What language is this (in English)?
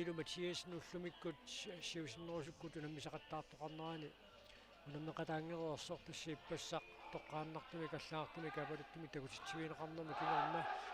Kalaallisut